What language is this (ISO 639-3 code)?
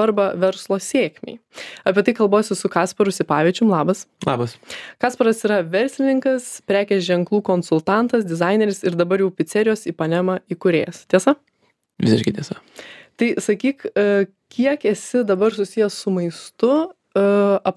lit